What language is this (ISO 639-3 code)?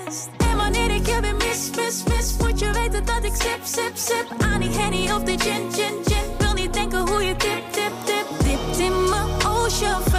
nld